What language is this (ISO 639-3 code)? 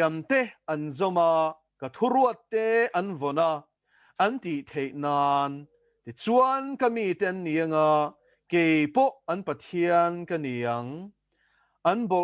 lus